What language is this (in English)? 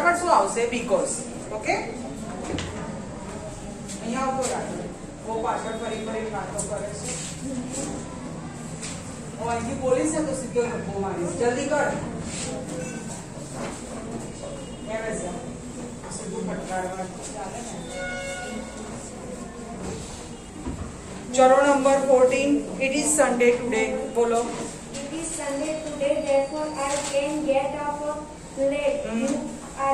Gujarati